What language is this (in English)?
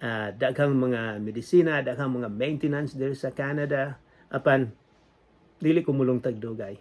Cebuano